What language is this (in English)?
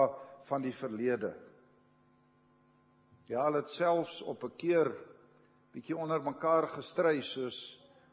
Afrikaans